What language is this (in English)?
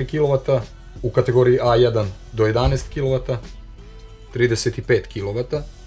Serbian